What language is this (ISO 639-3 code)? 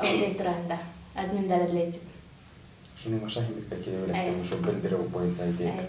bak